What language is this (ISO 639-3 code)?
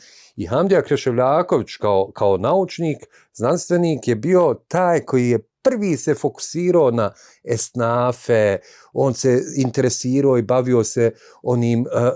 bos